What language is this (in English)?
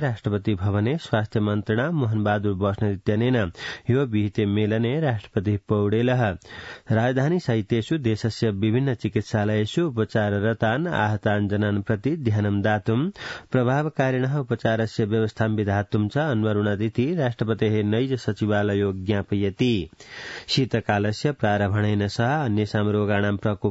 Sanskrit